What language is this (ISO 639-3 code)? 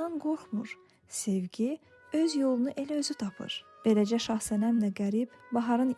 aze